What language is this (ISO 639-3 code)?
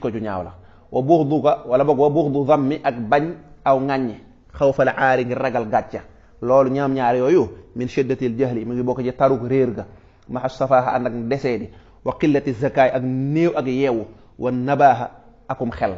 wol